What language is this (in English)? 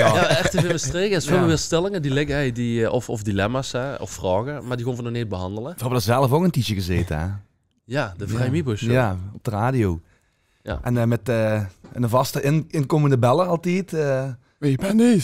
Limburgish